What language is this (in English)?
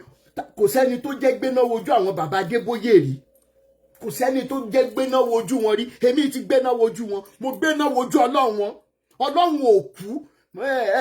Yoruba